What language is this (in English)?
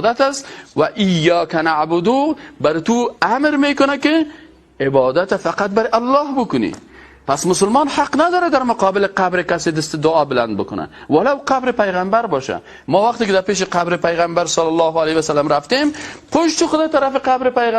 Persian